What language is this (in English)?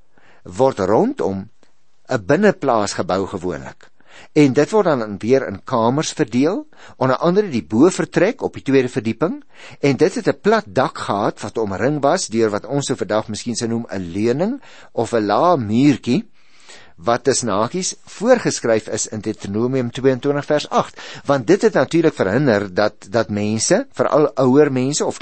Afrikaans